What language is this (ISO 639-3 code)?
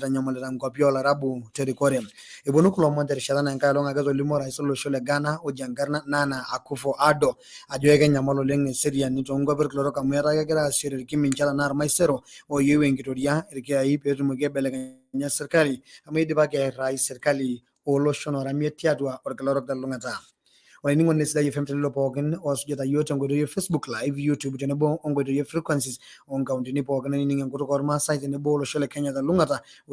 mas